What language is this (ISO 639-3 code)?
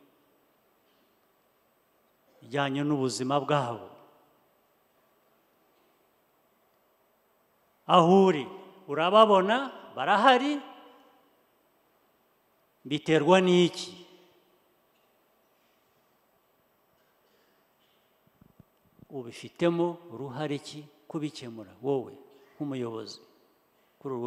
kin